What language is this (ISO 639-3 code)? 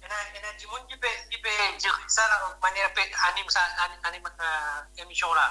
mfe